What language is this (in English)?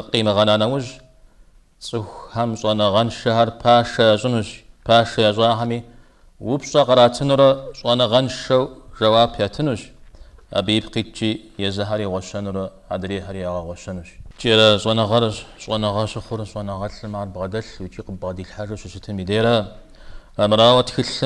Kabardian